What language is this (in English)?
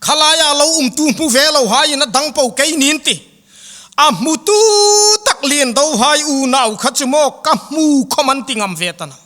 Hmar